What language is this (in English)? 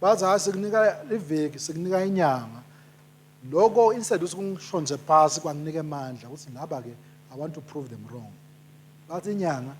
Swati